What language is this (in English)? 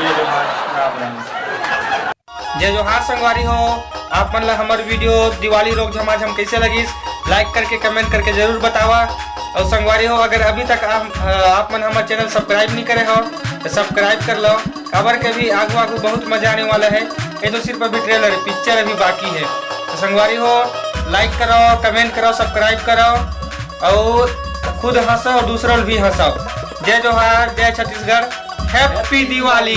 Chhattisgarhi